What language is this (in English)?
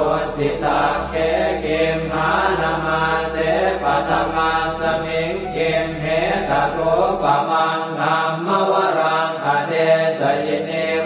Pali